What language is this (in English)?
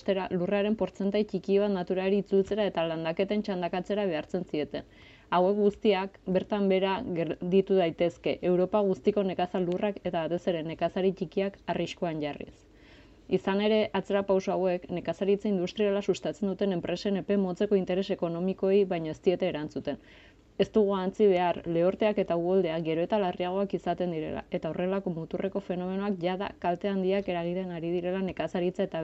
Basque